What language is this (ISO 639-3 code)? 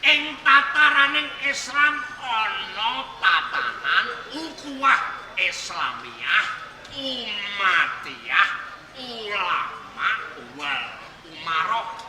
jav